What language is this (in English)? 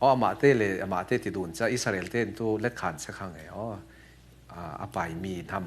Falam Chin